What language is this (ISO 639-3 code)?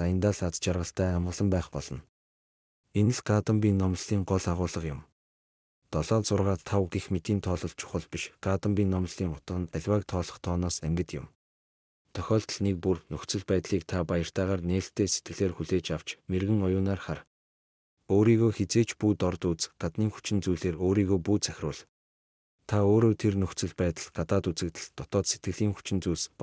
mon